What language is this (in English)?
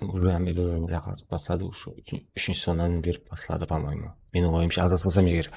Kara-Kalpak